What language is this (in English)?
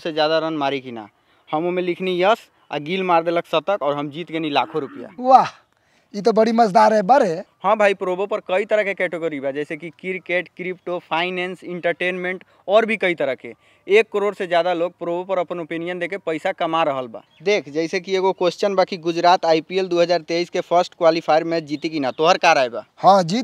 Bhojpuri